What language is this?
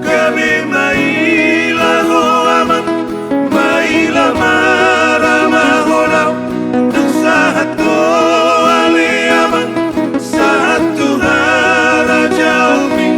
Batak Toba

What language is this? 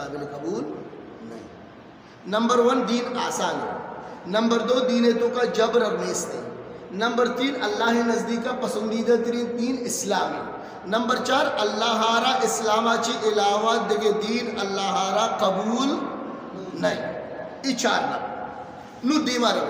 Eastern Balochi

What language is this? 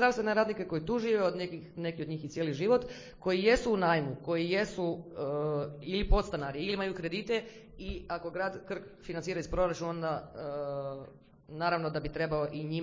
Croatian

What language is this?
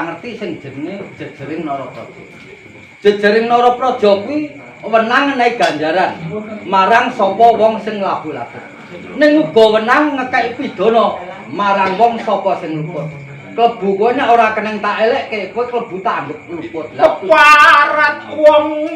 Javanese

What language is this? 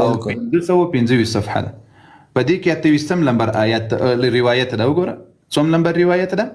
Pashto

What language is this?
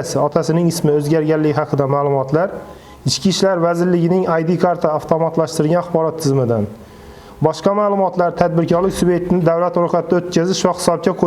Uzbek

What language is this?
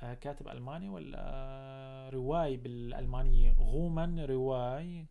North Levantine Arabic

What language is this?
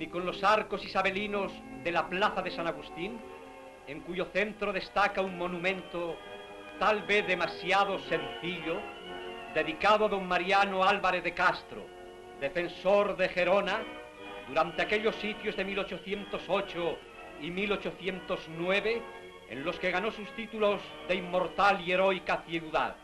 Ladino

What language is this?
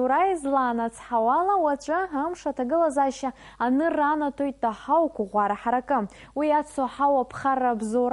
Abkhazian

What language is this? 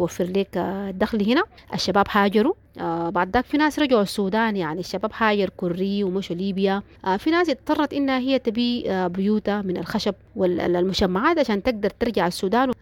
Sudanese Arabic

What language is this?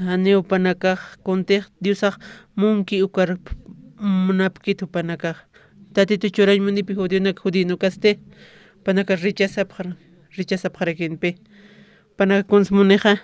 Aymara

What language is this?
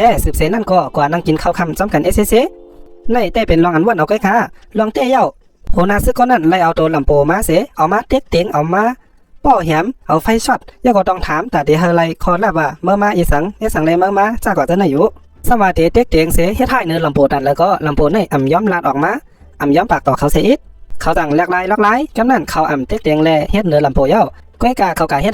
Shan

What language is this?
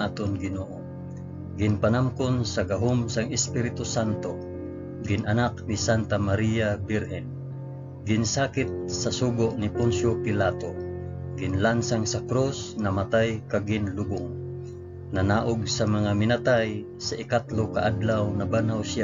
Hiligaynon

